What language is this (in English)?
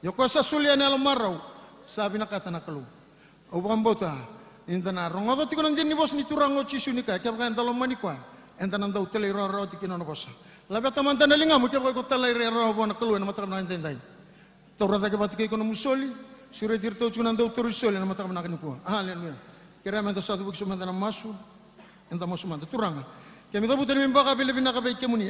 Fijian